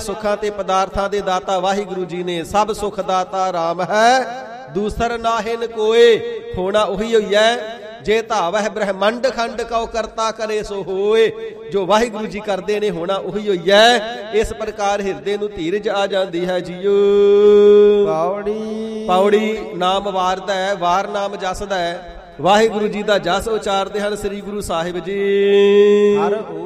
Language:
Punjabi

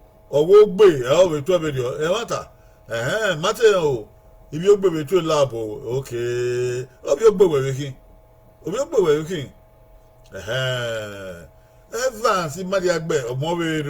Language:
Bini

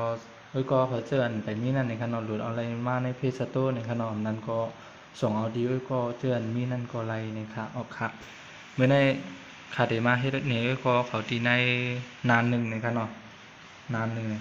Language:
Shan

